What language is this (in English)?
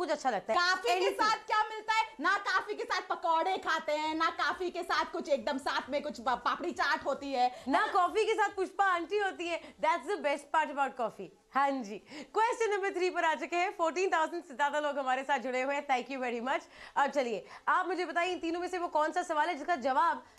Hindi